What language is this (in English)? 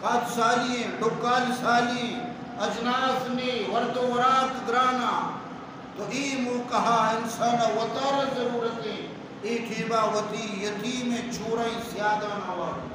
Baluchi